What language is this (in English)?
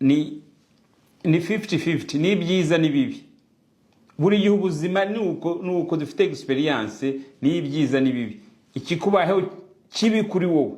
Kinyarwanda